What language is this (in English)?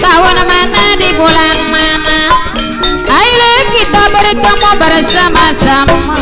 Betawi